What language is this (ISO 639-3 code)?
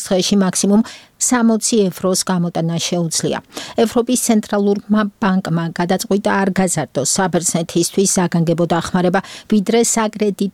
kat